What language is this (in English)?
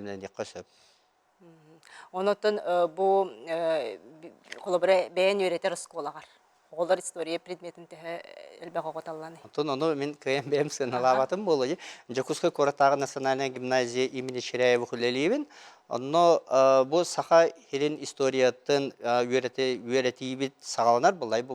Yakut